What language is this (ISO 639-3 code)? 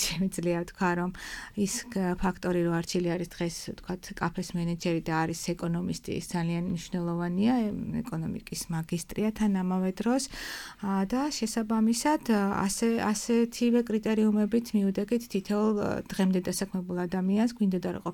kat